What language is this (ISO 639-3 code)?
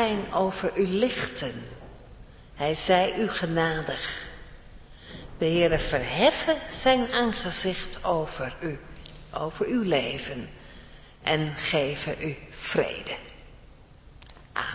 nld